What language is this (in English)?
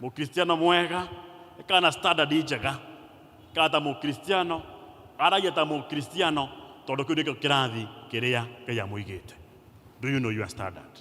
Kikuyu